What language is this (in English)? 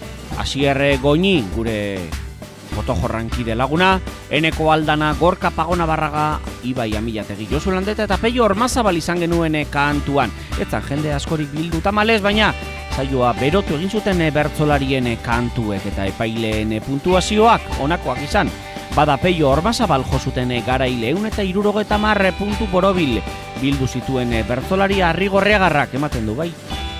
Basque